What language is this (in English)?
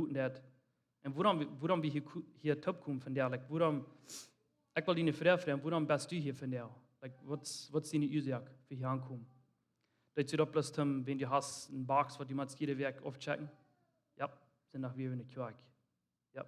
Plautdietsch